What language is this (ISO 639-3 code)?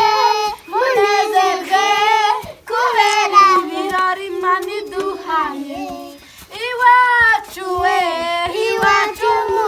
kin